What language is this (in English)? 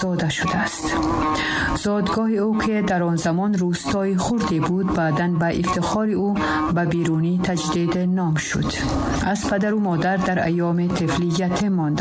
Tajik